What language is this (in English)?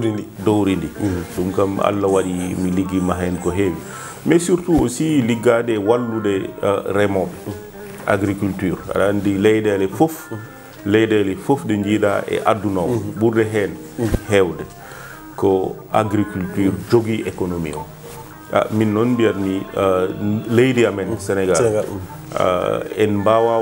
Fula